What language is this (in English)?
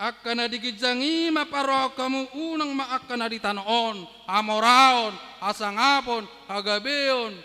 Batak Toba